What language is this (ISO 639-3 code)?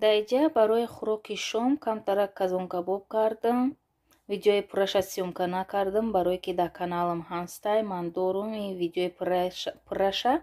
tgk